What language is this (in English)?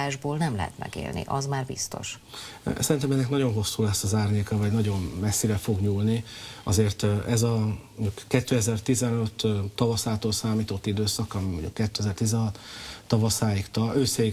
Hungarian